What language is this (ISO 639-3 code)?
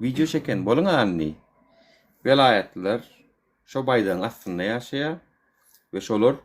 tuk